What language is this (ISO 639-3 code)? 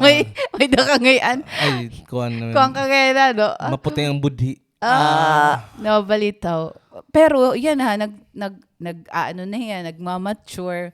war